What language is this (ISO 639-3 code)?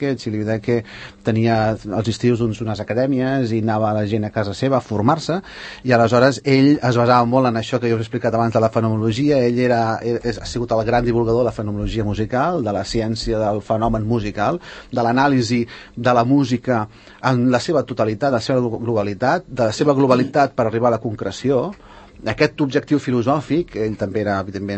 cat